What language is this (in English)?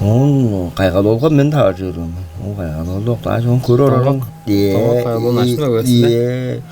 Tuvinian